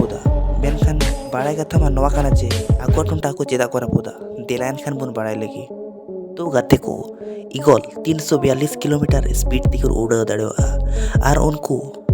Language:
Santali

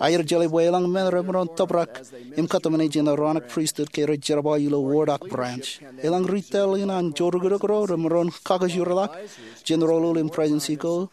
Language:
Marshallese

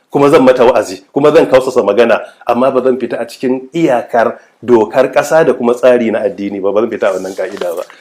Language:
Hausa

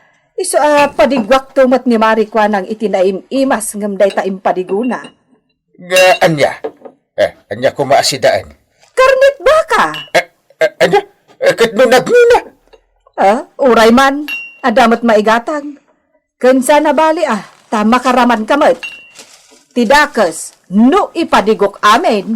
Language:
Iloko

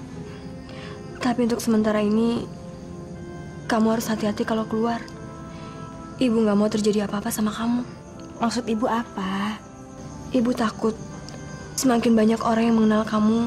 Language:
Indonesian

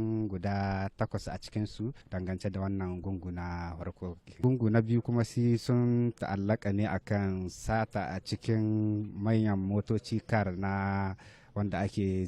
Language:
Hausa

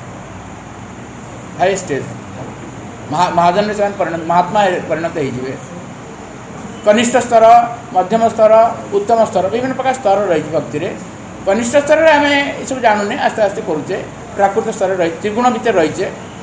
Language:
Odia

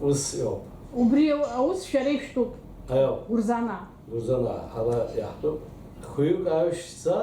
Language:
Abkhazian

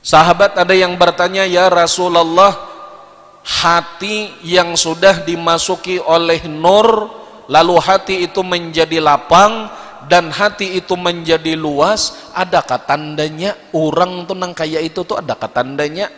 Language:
Banjar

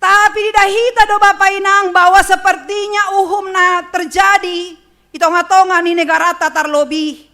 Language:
Batak Simalungun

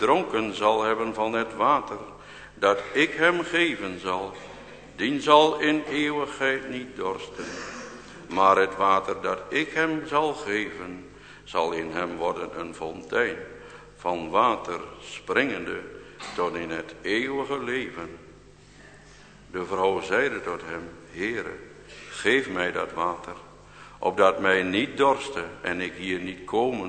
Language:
Dutch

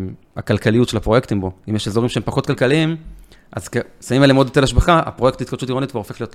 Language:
Hebrew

